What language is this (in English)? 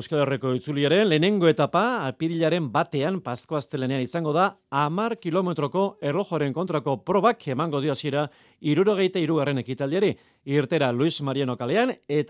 Basque